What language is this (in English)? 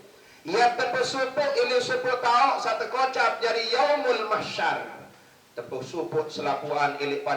Sasak